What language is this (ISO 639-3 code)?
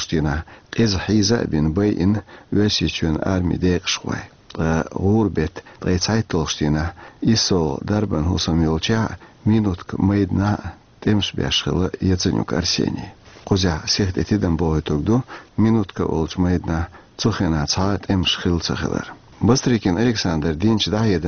che